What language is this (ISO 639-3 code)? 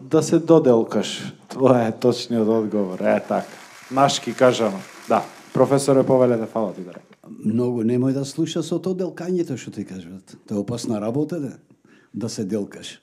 mkd